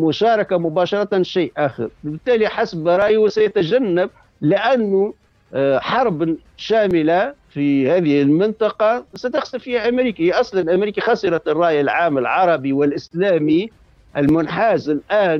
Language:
Tunisian Arabic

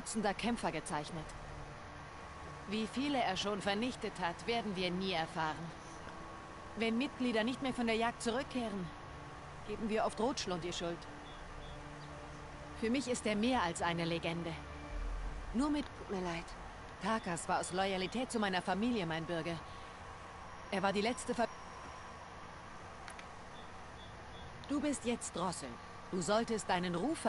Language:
German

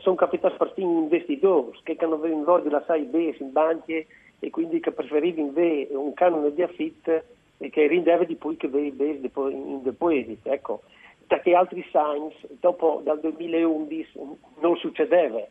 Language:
Friulian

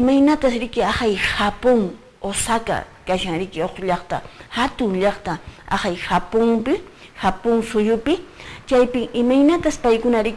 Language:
Quechua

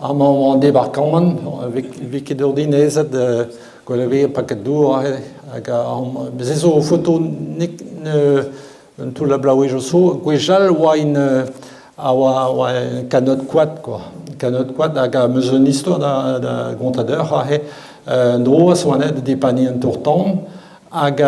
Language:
Breton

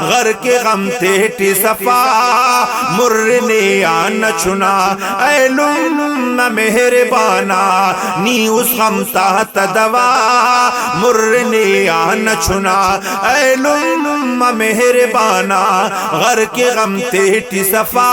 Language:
Brahui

